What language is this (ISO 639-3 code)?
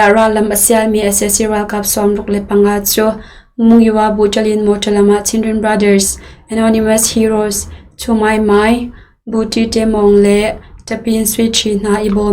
cnh